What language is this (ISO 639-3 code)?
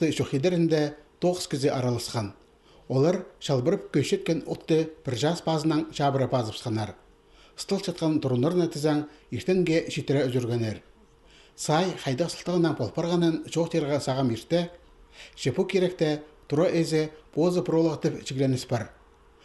kjh